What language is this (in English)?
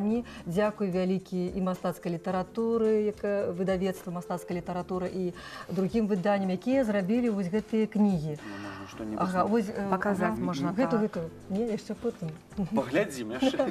Belarusian